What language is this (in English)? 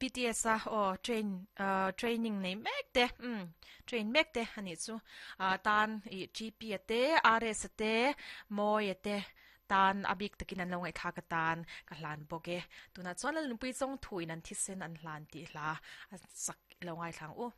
Mizo